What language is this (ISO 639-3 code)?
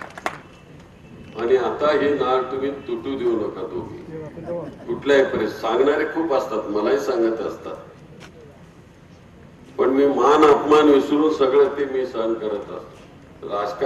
mar